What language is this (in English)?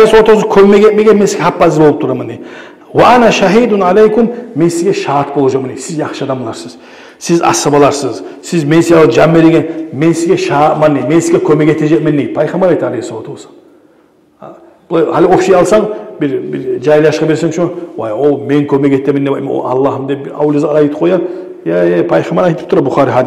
Kumyk